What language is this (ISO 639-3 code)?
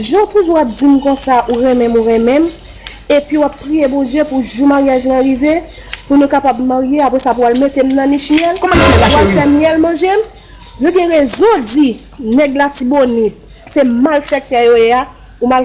hat